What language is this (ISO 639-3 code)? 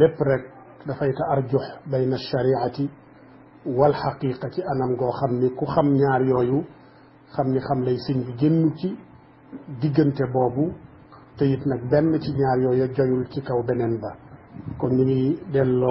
wol